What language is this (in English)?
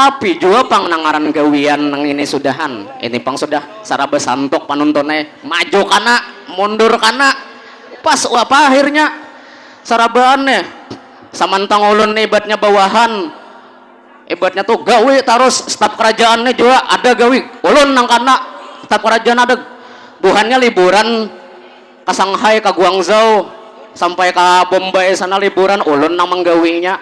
Banjar